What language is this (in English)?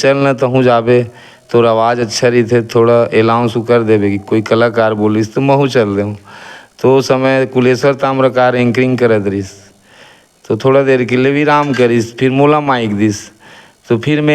Chhattisgarhi